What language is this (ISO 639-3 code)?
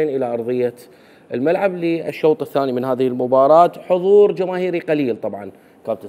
acm